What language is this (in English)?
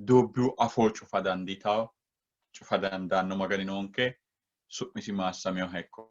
Sidamo